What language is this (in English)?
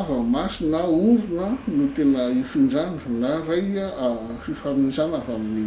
Malagasy